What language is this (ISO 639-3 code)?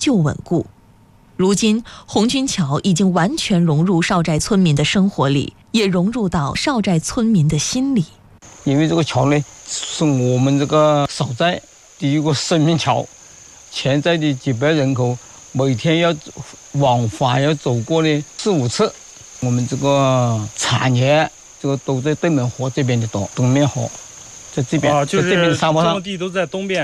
zho